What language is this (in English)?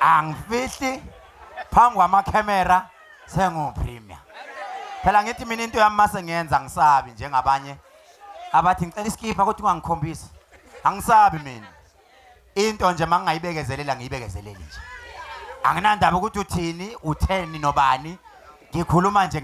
Zulu